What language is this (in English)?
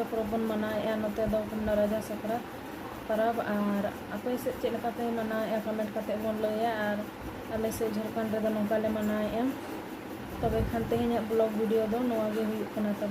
Santali